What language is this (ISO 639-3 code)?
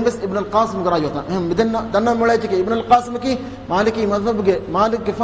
div